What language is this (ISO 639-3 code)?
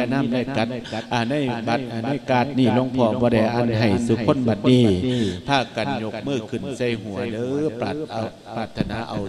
lao